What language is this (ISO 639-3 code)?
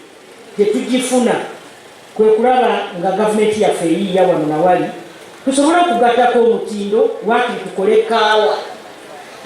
lug